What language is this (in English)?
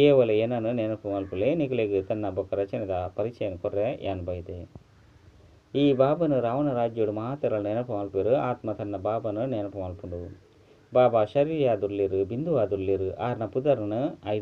Tulu